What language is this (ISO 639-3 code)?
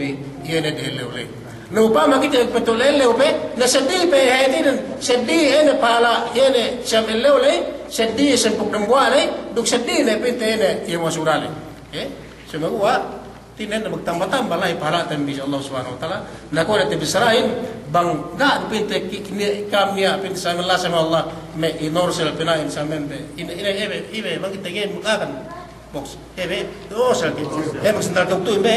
yka